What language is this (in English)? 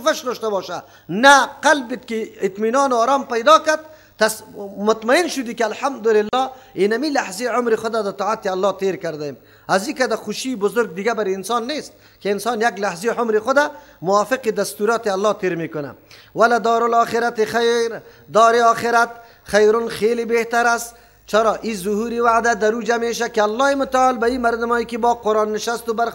Persian